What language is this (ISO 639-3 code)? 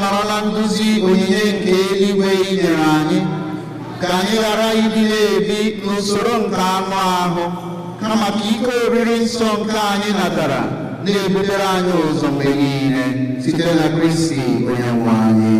ibo